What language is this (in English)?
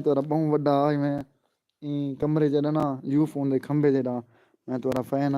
Saraiki